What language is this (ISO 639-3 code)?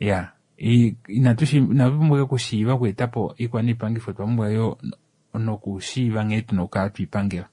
kua